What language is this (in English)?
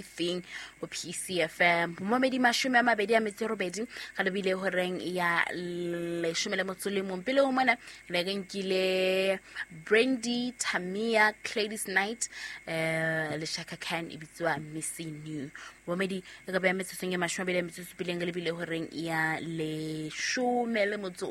Southern Sotho